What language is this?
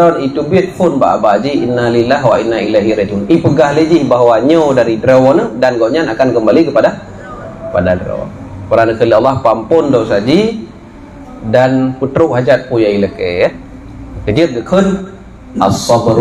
Achinese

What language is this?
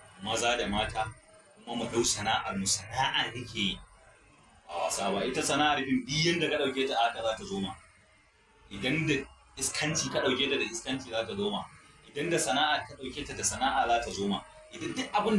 Hausa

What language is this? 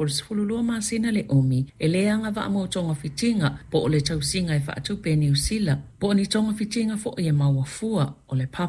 Samoan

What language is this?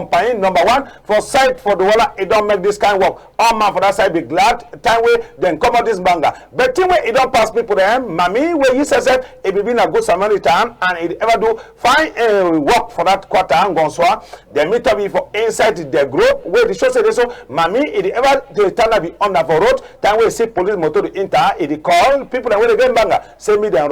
Cameroon Pidgin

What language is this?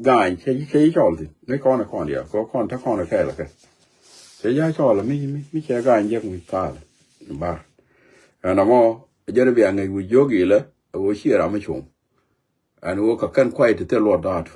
Nuer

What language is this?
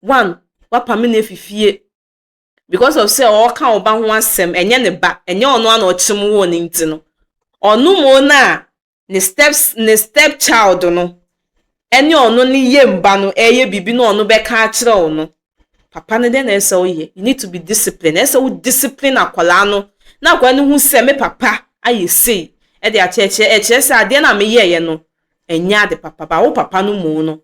Akan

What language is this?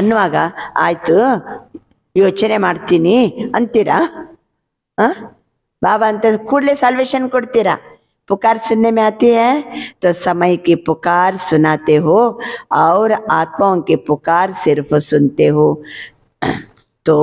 Kannada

